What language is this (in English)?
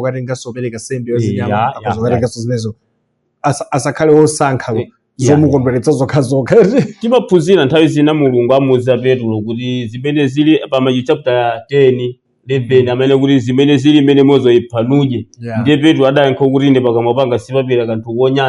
Nyanja